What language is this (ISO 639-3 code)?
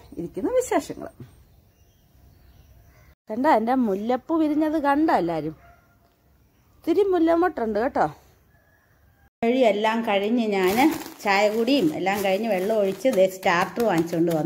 mal